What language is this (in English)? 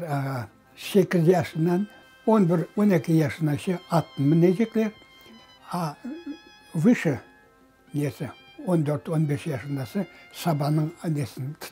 Crimean Tatar